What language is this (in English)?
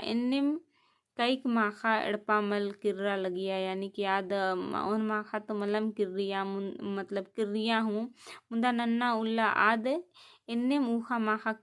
Kurukh